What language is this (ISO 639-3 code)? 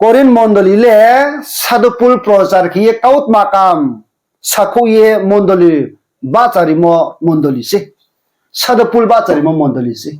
ria